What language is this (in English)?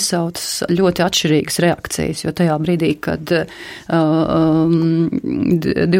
Latvian